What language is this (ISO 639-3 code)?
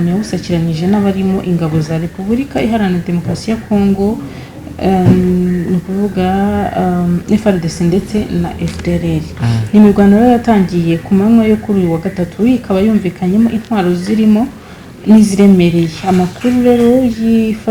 kin